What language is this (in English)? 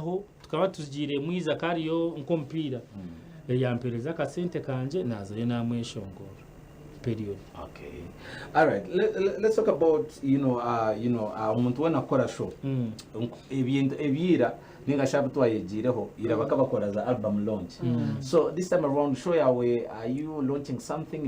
Nyankole